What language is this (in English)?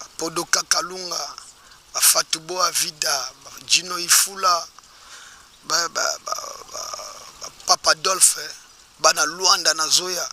Lingala